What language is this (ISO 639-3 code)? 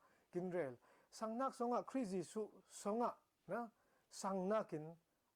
cfm